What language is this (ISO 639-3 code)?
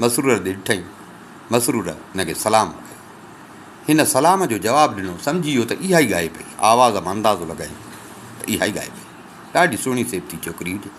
snd